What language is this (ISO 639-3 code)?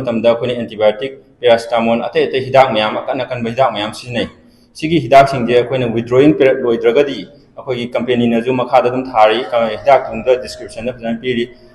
mni